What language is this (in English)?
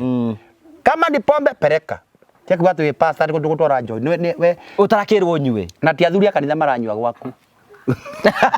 Kikuyu